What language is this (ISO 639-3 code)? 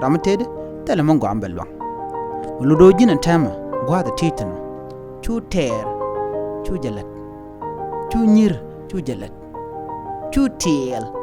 nus